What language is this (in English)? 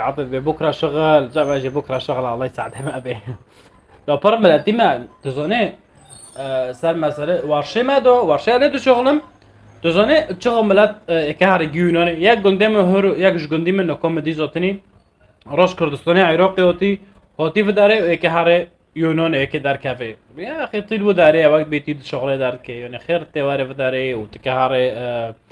North Levantine Arabic